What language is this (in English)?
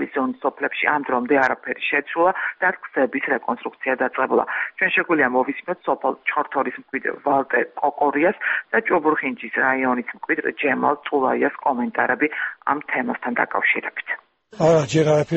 Georgian